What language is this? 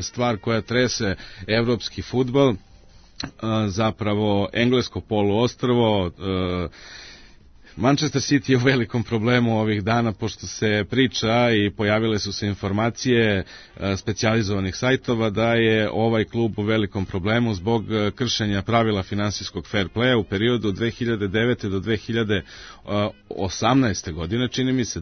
Serbian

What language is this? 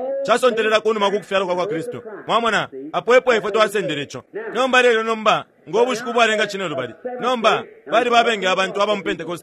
Bemba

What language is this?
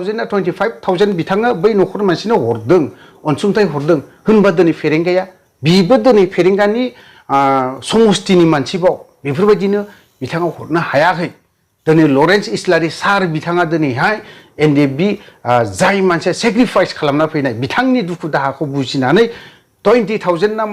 Bodo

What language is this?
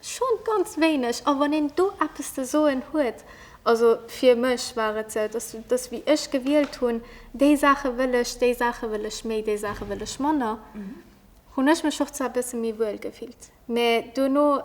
Luxembourgish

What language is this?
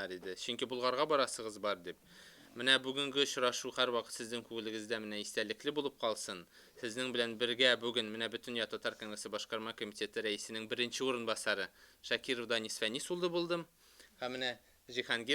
Tatar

